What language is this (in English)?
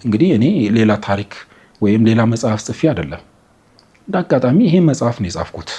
Amharic